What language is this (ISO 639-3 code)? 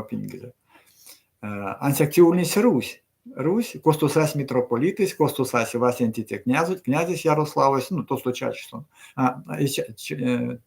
myv